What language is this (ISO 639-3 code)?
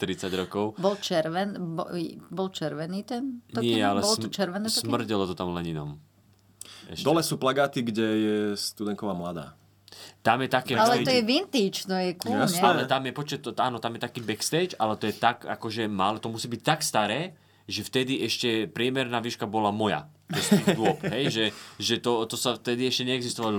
slk